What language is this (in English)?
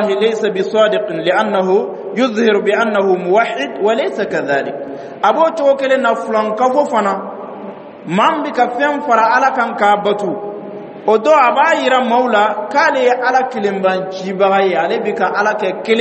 Dyula